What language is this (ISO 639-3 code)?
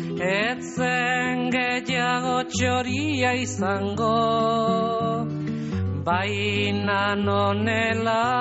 eus